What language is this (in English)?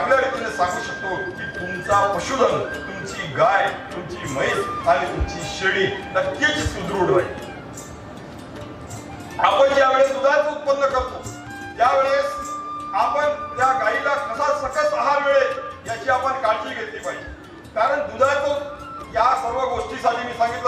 Marathi